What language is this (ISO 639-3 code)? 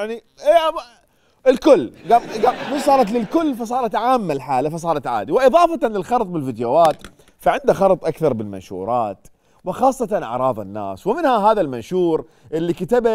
acm